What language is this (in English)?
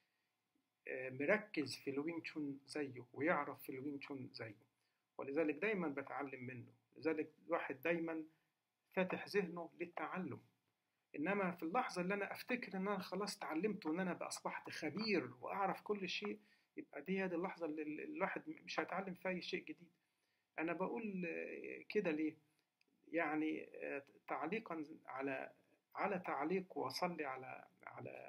Egyptian Arabic